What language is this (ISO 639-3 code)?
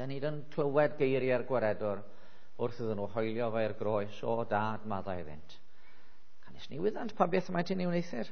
cym